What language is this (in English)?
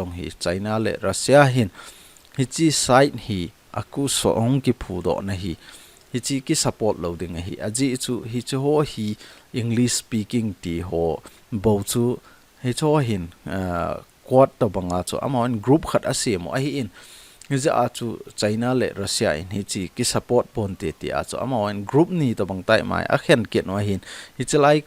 Thado Chin